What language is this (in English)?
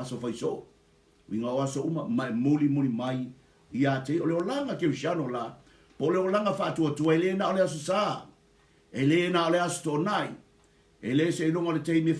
Samoan